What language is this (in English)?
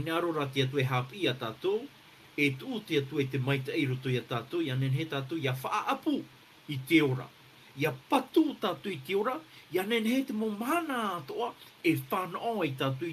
Tahitian